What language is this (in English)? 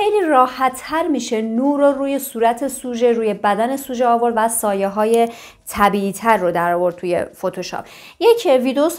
Persian